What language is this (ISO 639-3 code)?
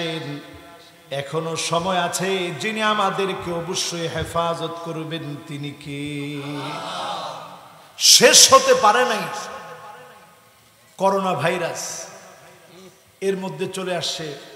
ben